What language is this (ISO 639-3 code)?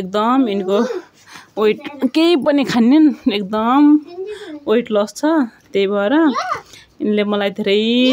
nep